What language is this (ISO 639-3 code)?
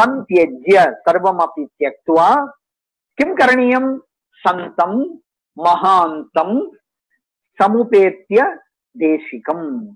san